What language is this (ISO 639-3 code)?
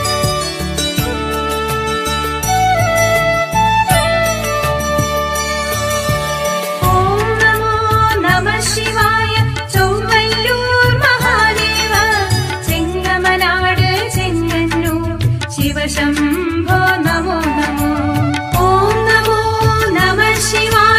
mal